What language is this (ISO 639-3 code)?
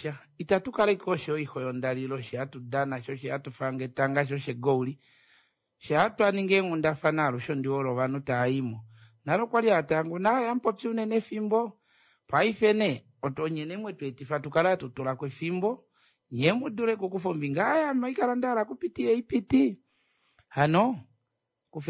kua